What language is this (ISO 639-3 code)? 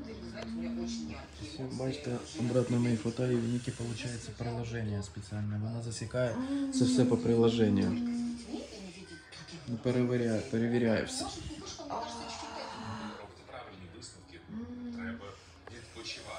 ukr